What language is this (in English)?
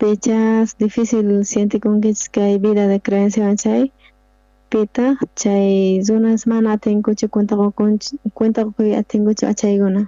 South Bolivian Quechua